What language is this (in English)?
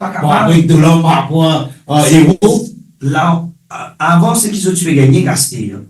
Morisyen